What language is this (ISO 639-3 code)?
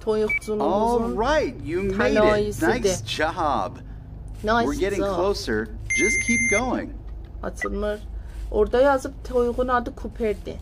azb